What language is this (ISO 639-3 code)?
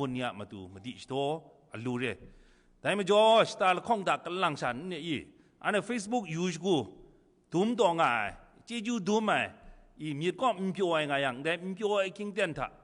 kac